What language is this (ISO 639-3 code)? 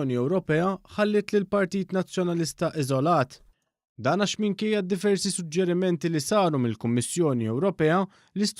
mlt